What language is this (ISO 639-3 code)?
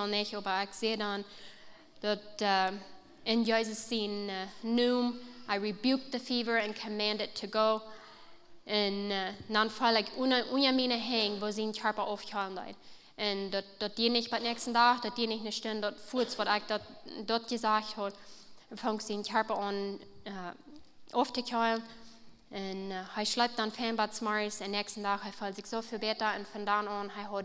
pdt